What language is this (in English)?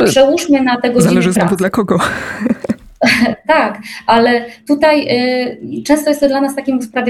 Polish